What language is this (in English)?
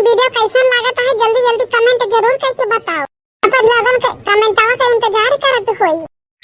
Awadhi